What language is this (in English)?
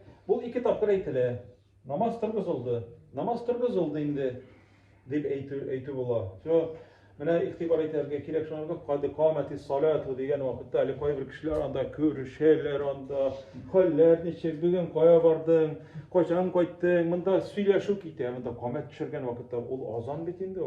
Tatar